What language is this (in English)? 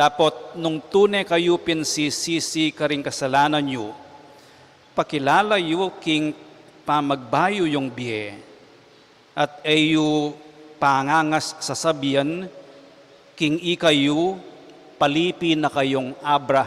Pampanga